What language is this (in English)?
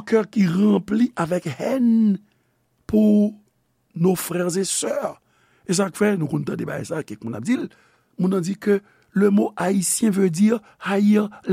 Haitian Creole